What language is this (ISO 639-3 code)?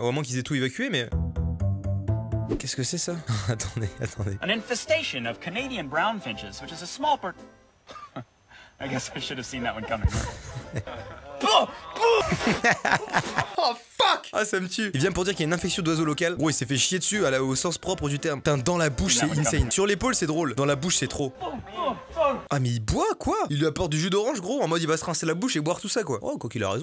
fra